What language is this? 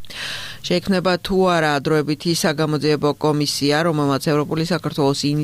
Georgian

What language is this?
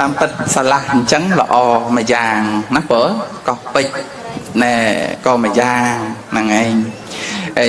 Khmer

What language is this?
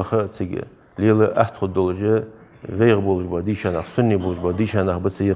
Ingush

